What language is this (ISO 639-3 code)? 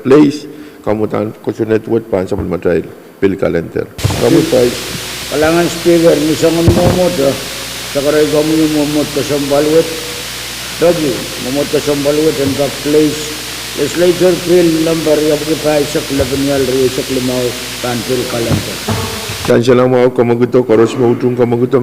pon